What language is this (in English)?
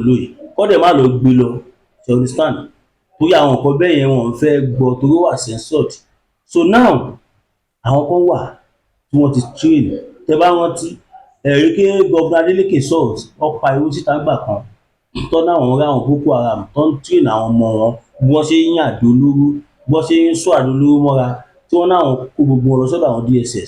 Yoruba